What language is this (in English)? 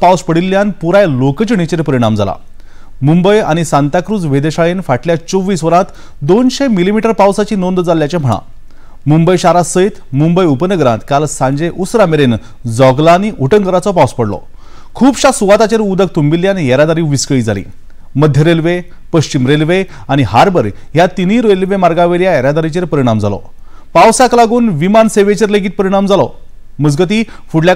Konkani